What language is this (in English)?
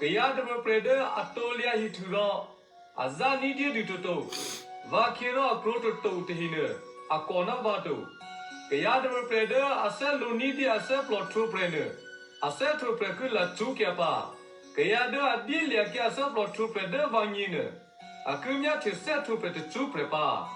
Eastern Kayah